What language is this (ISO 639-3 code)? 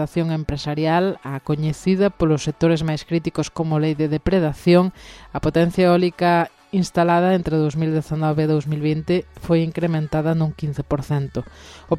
glg